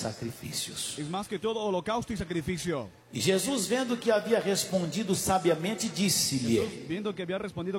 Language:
Portuguese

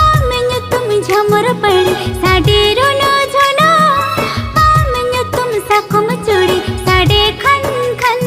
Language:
Santali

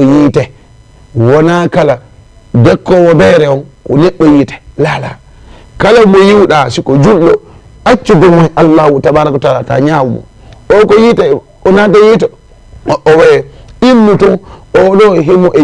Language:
Fula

